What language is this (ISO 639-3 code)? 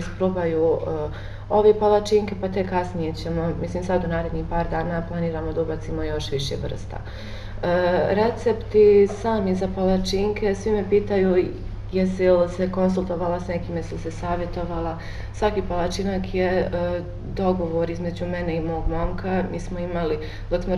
bos